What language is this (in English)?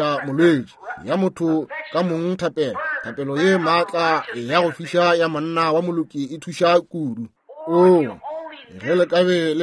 Northern Sotho